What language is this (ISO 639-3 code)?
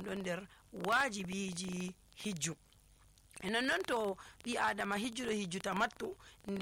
fuv